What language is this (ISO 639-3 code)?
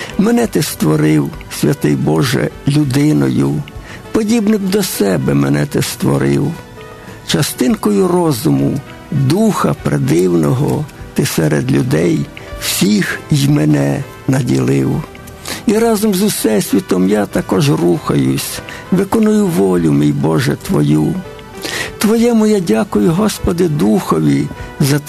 ukr